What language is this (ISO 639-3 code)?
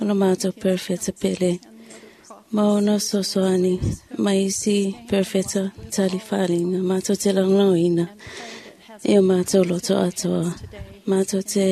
smo